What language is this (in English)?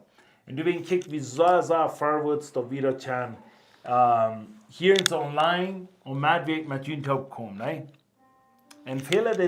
Plautdietsch